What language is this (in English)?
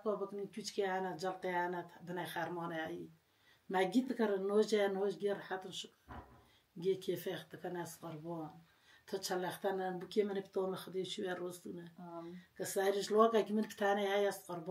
Kurdish